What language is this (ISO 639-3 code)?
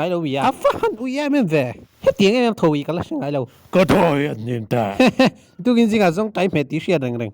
lus